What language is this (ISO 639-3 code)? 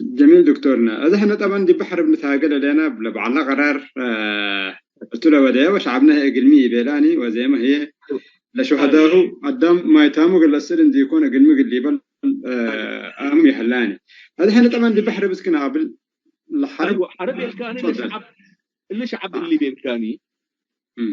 tig